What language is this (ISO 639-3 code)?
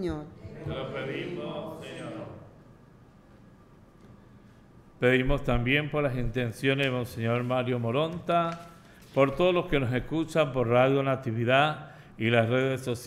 spa